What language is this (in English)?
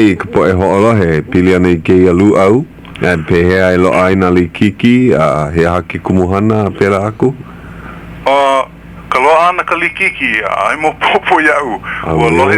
Hawaiian